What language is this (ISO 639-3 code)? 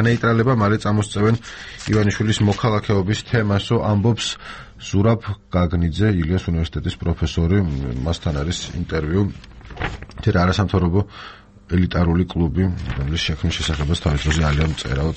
kat